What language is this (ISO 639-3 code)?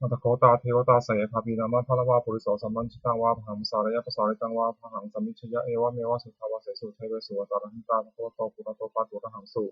pli